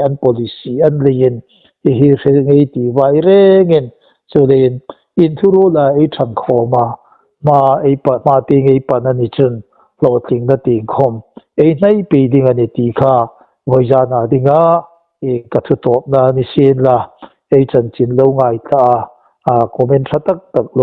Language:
Hmar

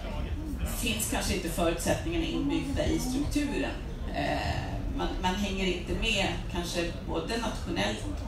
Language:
Swedish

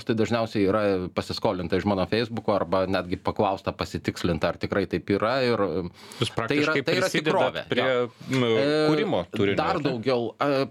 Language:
Lithuanian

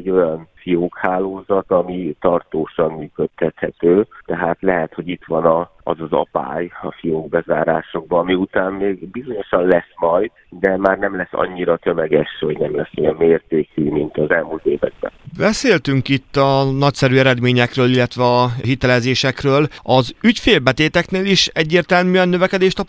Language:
Hungarian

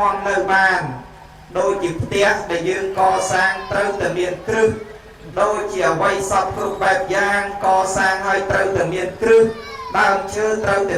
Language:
Khmer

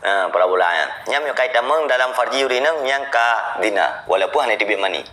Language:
Achinese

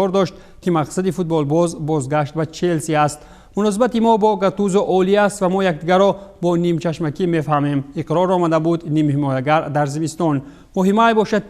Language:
Tajik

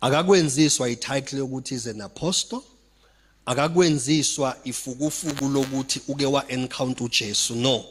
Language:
Zulu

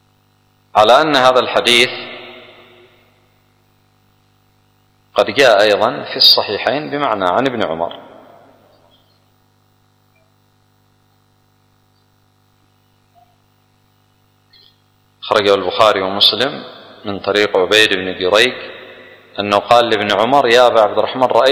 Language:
Arabic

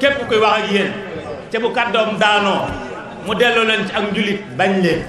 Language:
Wolof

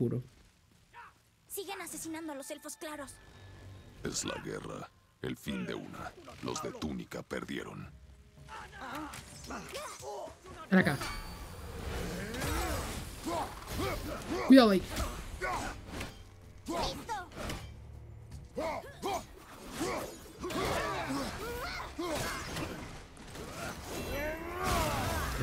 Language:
Spanish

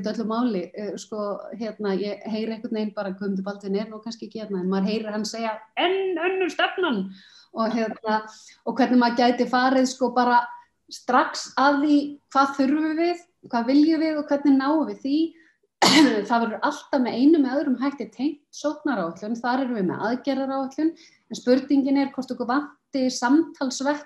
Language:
Icelandic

